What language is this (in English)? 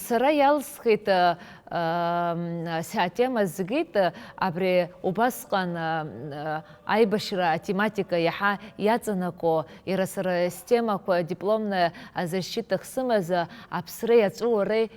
Abkhazian